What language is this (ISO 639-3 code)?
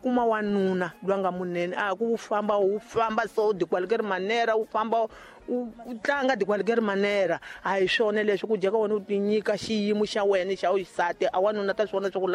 tso